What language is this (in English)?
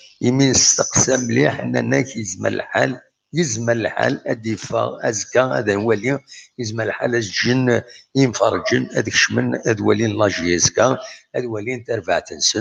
Kabyle